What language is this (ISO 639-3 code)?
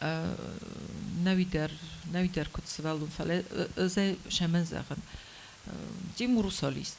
oss